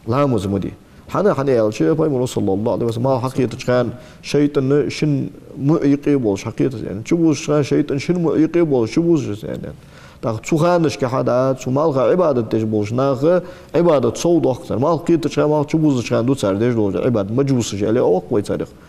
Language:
Ingush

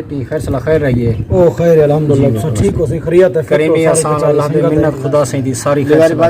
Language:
Saraiki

